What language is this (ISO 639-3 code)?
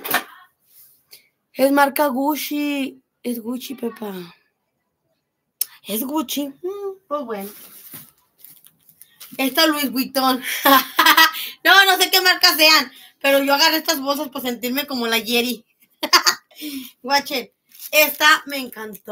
spa